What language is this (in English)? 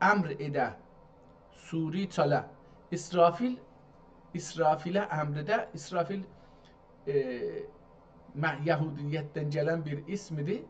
South Azerbaijani